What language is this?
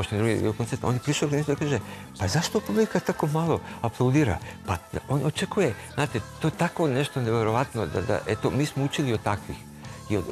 Serbian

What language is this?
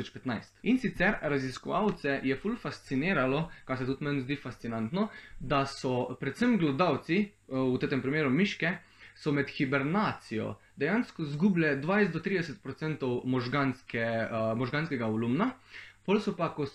Slovenian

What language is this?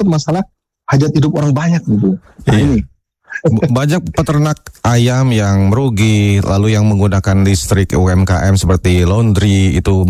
Indonesian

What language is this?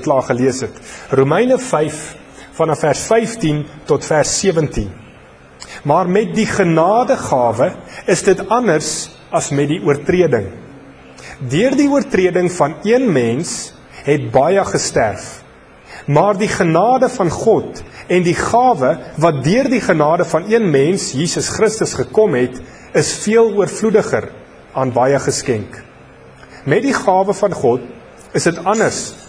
Afrikaans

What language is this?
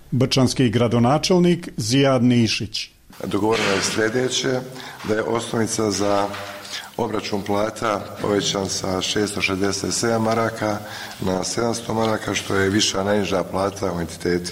Bosnian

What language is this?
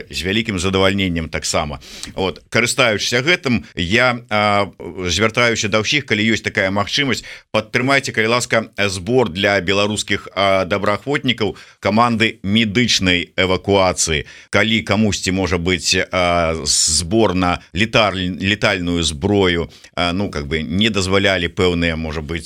Belarusian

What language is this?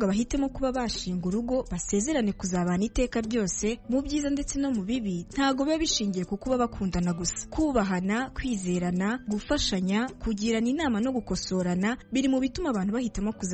Kinyarwanda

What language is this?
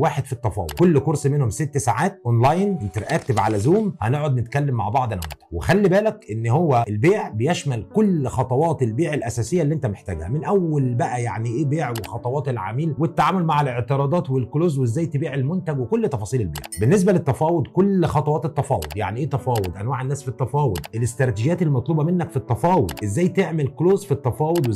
Egyptian Arabic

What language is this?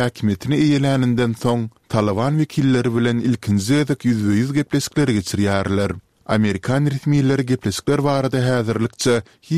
Turkmen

